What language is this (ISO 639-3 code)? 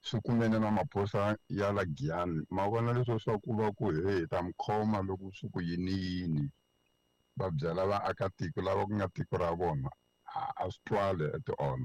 tso